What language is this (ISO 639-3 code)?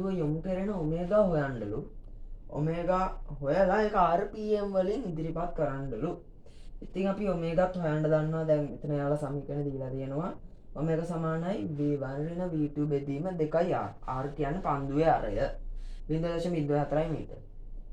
sin